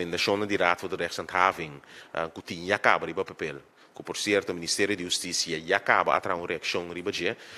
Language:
Papiamento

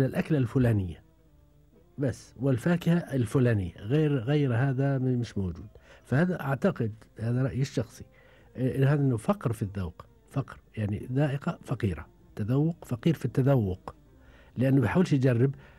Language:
Gulf Arabic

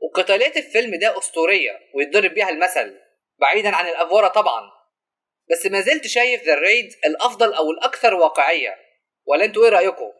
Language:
Egyptian Arabic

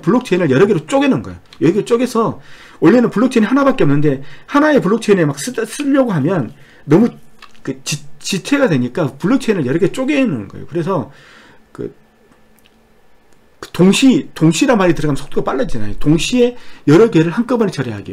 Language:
Korean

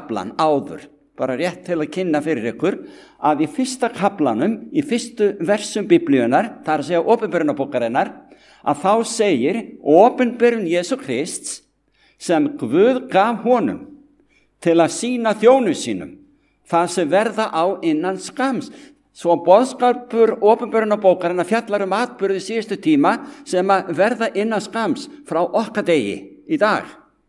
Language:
Icelandic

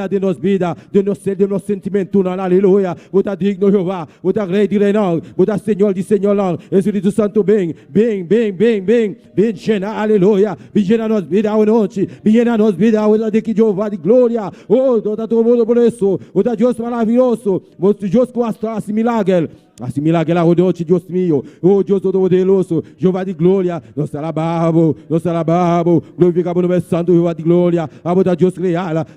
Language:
Papiamento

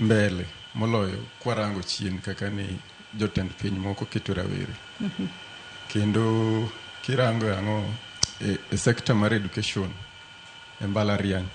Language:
Luo (Kenya and Tanzania)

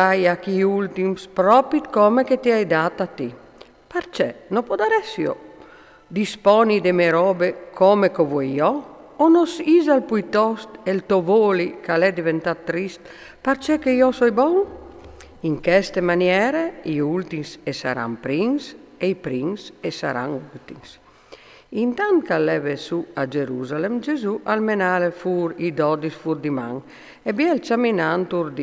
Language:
Friulian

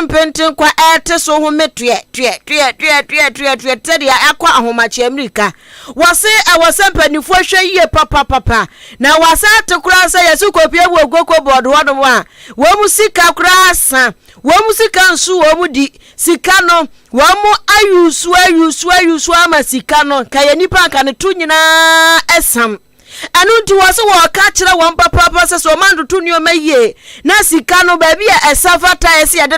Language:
Akan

